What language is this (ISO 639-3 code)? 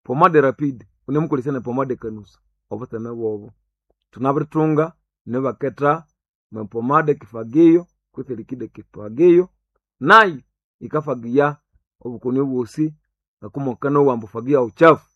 nnb